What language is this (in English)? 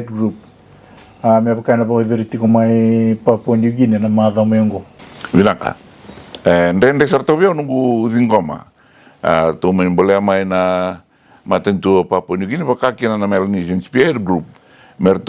Fijian